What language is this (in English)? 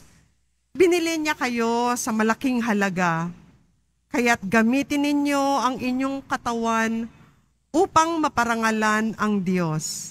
Filipino